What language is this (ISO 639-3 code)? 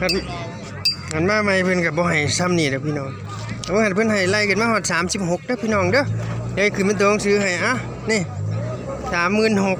tts